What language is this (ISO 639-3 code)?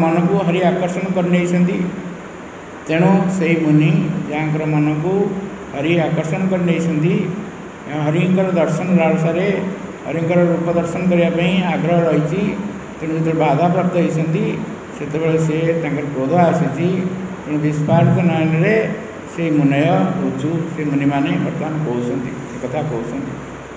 ori